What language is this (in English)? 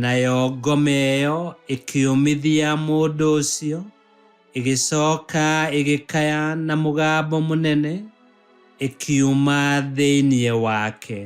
Kikuyu